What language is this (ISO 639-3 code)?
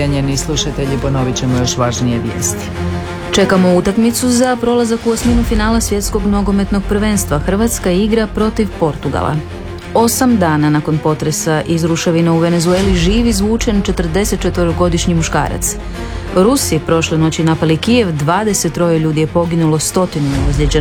hrv